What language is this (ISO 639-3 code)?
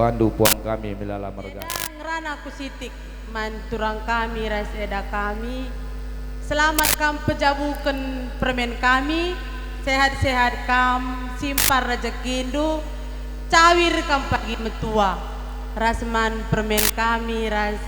btx